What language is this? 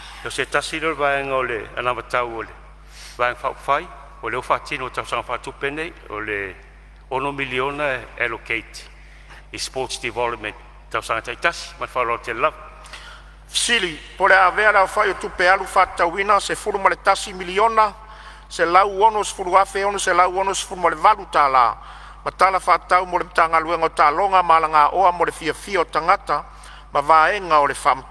Samoan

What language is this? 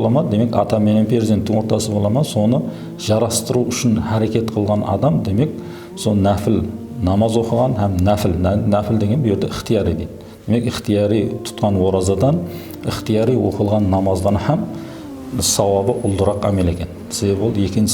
Kara-Kalpak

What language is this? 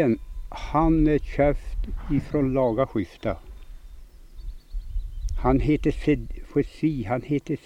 Swedish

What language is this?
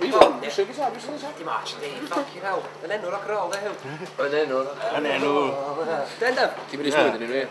Welsh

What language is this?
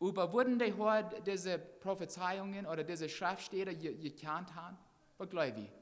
Plautdietsch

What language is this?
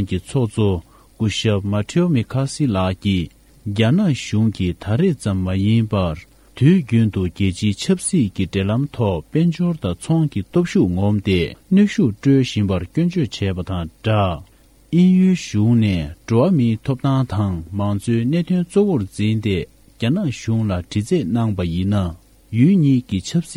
Tibetan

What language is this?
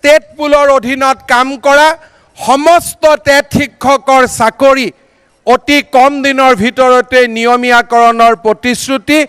Assamese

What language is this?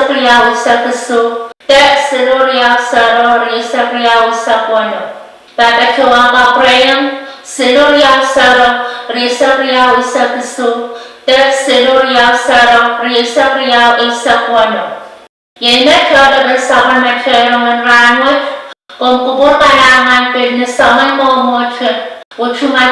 Pohnpeian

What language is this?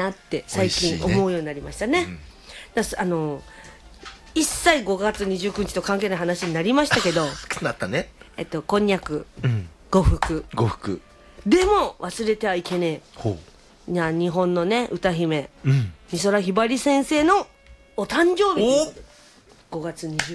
Japanese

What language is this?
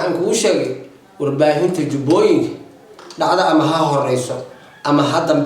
Somali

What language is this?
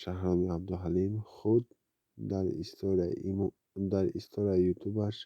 Tajik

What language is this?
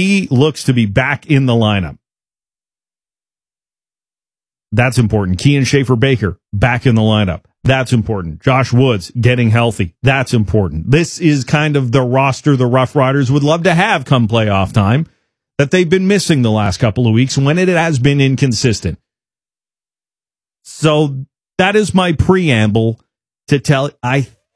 English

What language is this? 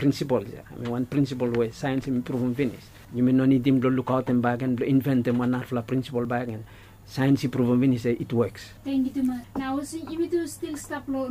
Bislama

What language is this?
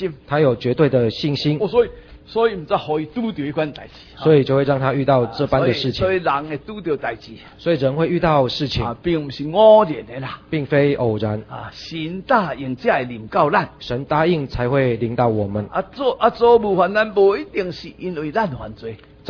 Min Nan Chinese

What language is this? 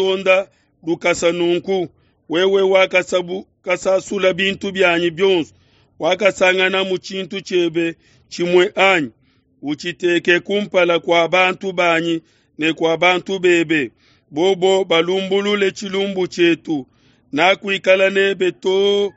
Luba-Lulua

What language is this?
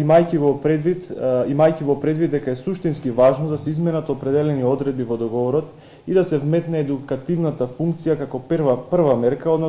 Macedonian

